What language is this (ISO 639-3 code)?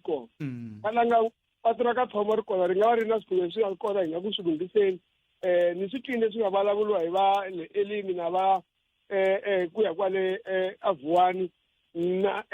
tso